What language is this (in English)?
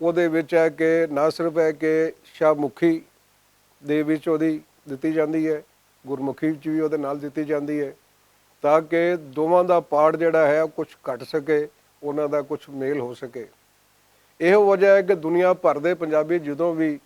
Western Panjabi